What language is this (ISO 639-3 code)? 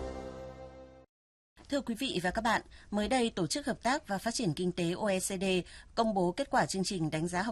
vie